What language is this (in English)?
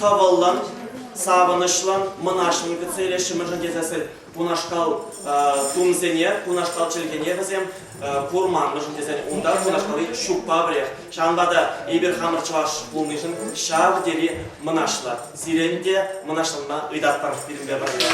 Chuvash